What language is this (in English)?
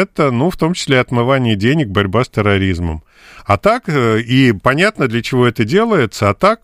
Russian